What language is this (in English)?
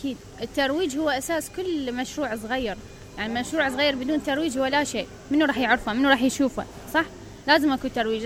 Mesopotamian Arabic